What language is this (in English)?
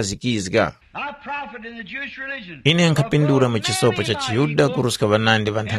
Tumbuka